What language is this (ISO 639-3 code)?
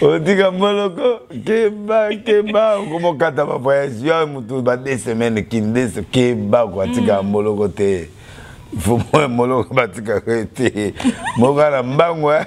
lin